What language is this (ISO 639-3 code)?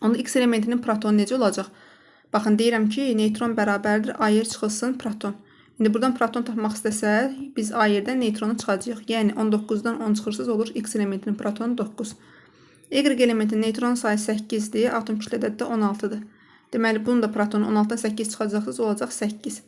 aze